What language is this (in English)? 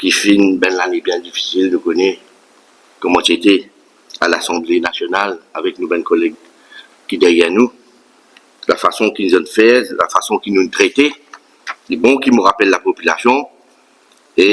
Morisyen